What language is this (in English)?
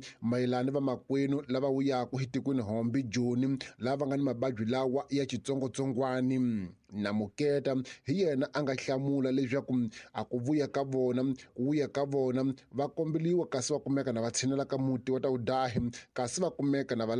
Tsonga